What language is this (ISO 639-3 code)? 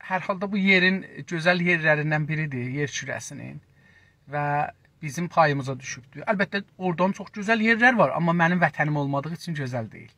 azb